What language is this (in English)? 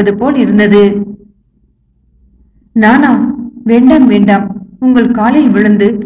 Tamil